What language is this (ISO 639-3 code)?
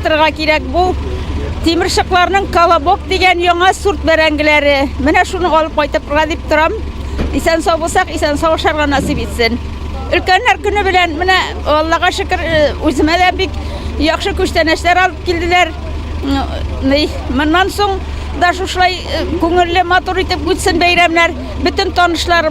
tat